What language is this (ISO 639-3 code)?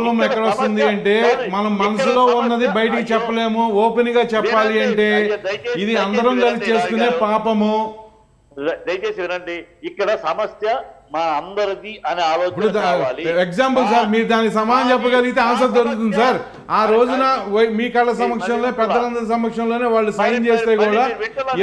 tel